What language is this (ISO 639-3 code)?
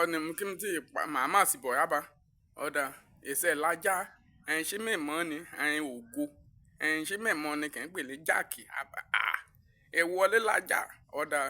yor